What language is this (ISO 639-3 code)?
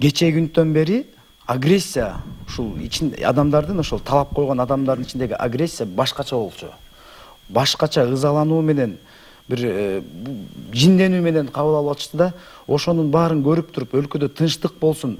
kir